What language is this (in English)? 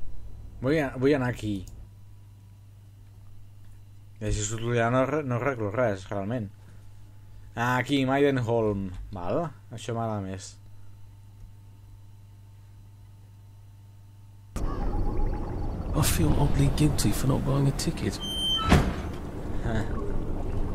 Catalan